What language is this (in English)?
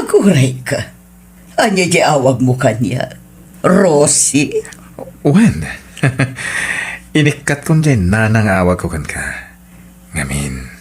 Iloko